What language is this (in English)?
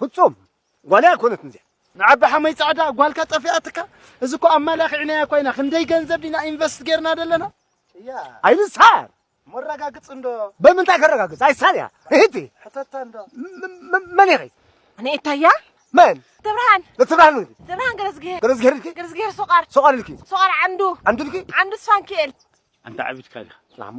Tigrinya